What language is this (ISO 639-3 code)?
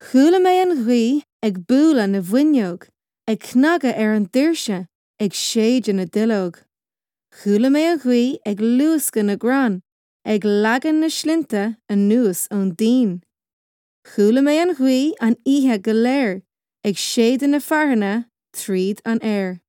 gle